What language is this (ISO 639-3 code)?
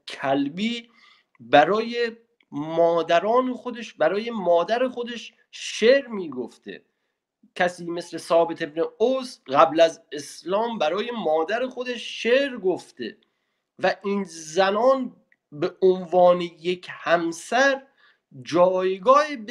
fas